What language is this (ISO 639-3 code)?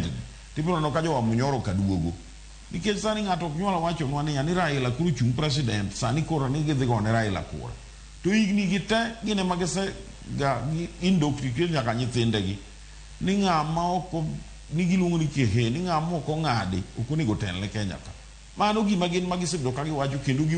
luo